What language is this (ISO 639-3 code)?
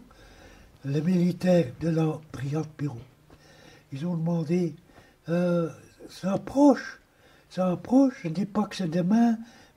fra